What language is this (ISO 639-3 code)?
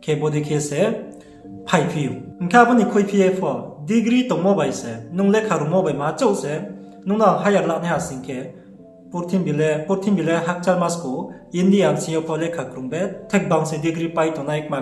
ria